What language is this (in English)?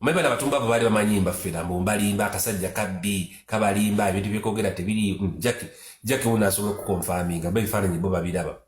Ganda